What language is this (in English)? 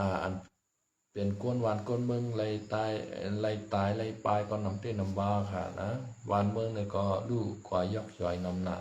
Shan